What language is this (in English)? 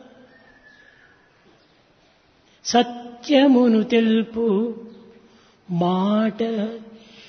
Telugu